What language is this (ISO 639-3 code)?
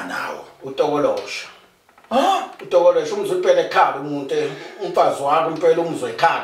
zul